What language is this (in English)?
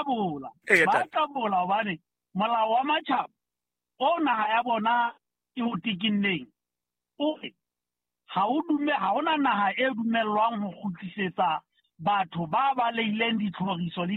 Southern Sotho